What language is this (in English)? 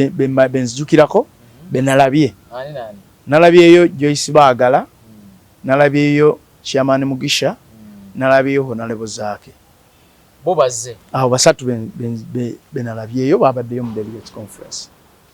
Ganda